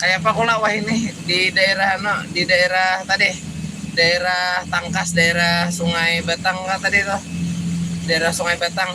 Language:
Banjar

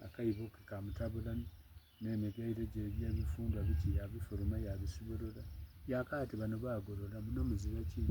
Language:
Soga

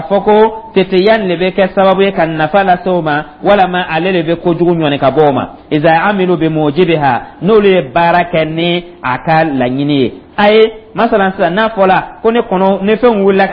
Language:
Dyula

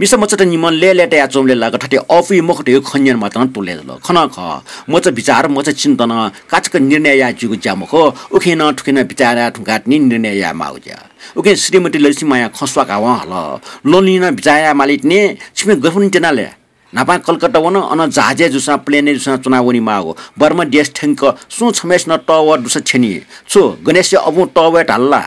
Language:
Newari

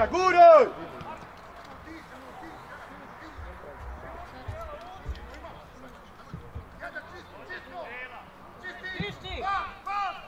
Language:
Croatian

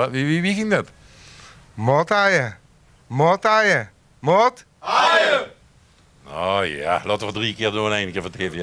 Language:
Limburgish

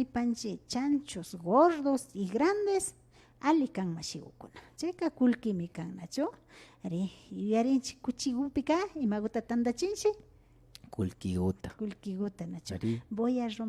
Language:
Imbabura Highland Quichua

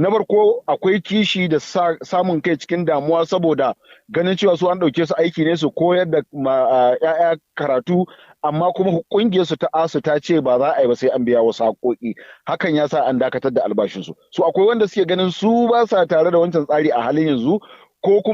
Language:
Hausa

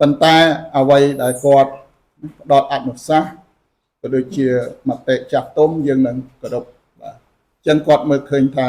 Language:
Khmer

